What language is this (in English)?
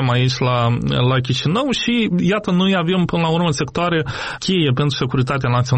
Romanian